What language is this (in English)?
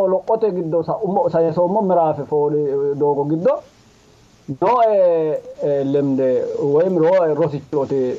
Sidamo